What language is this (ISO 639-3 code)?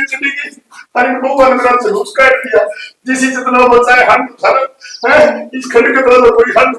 bgc